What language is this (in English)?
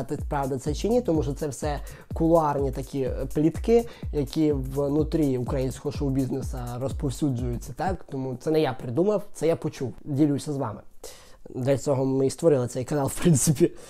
Ukrainian